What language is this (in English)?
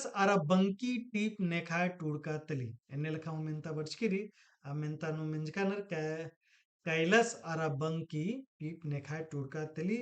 Kurukh